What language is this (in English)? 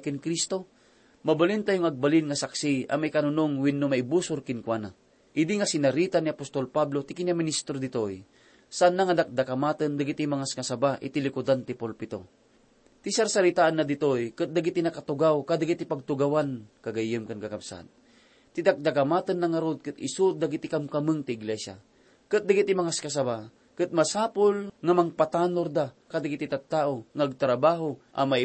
Iloko